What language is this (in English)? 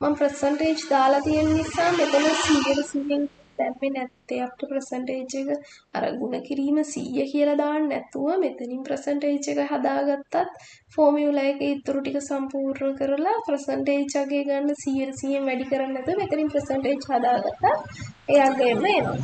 Sinhala